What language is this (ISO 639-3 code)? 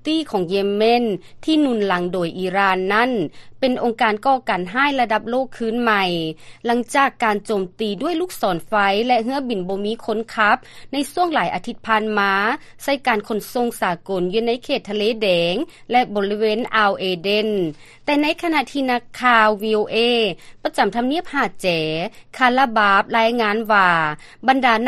lao